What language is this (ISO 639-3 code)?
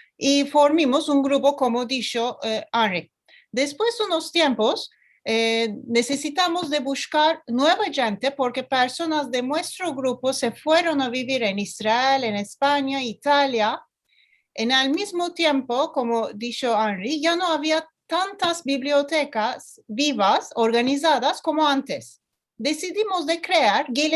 lad